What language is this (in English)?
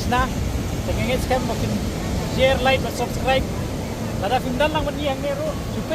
Khasi